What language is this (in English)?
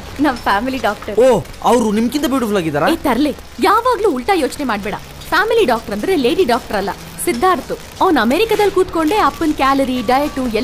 Kannada